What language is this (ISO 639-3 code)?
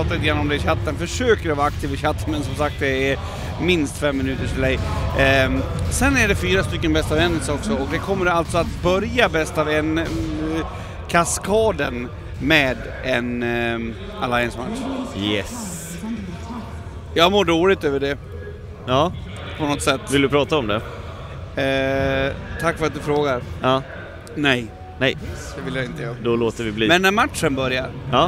swe